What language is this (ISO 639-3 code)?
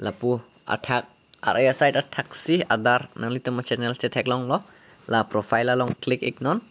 mjw